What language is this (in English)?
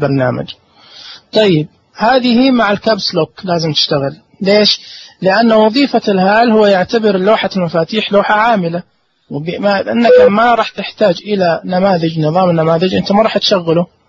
Najdi Arabic